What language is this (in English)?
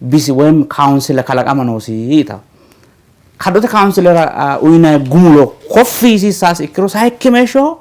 Sidamo